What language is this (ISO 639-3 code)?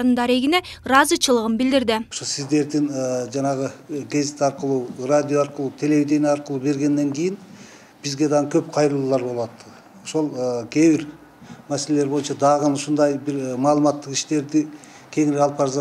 kir